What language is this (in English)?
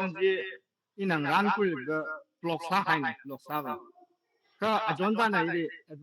Tangkhul Naga (India)